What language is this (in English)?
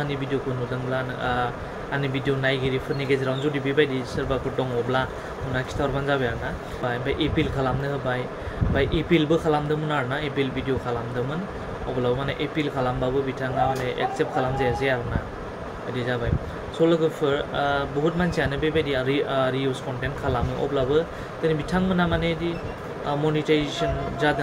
Bodo